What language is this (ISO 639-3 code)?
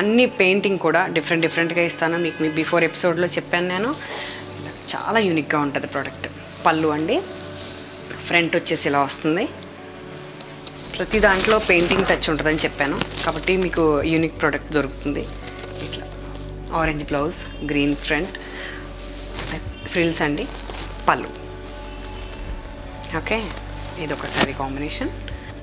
tel